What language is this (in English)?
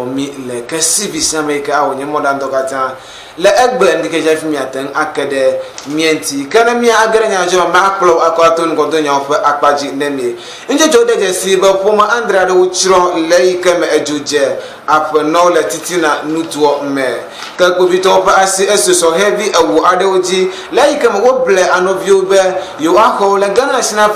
Ewe